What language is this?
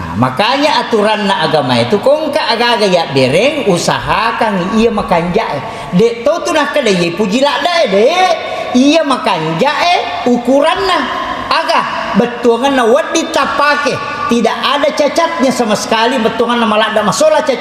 Buginese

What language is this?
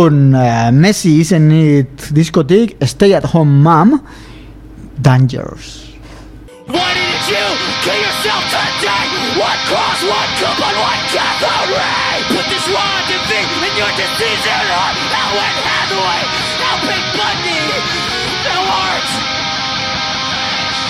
Basque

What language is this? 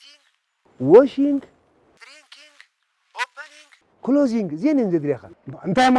Tigrinya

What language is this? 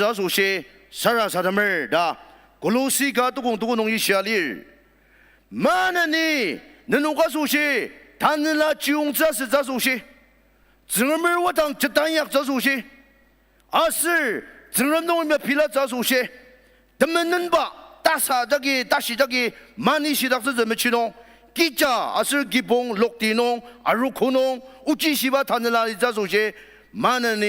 Ao Naga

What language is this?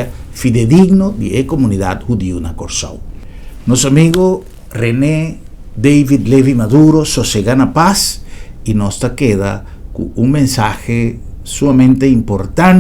Papiamento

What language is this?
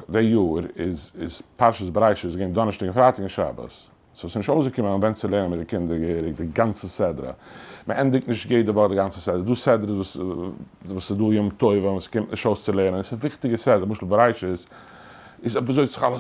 Yiddish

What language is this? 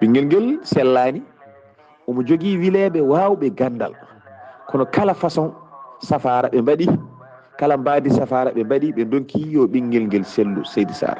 Fula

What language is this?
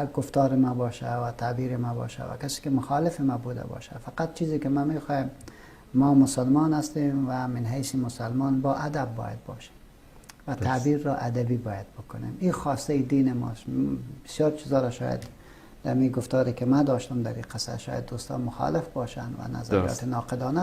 Persian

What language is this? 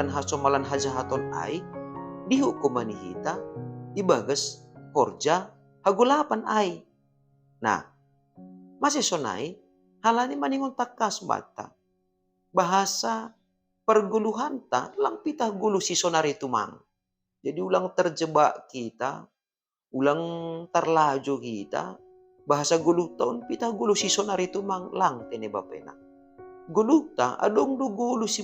Batak Simalungun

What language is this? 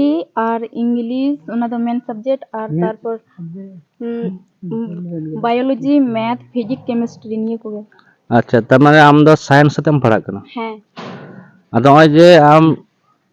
Santali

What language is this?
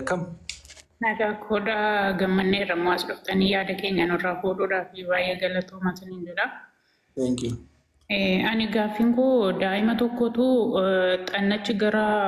Oromo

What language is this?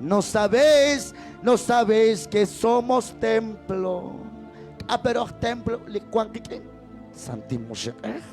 Kekchí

